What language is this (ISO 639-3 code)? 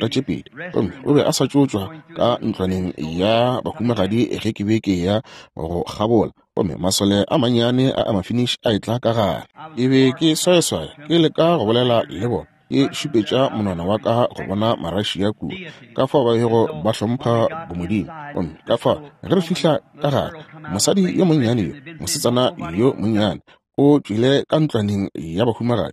nso